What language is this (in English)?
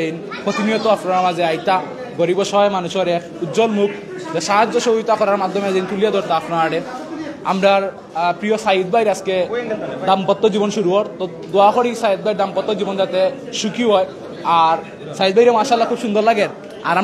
Sylheti